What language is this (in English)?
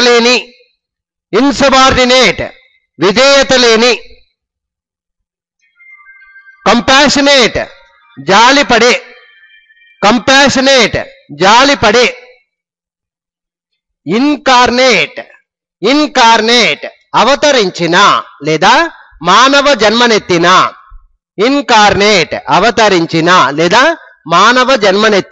Telugu